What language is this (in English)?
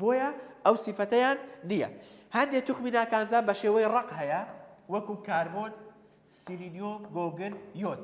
Central Kurdish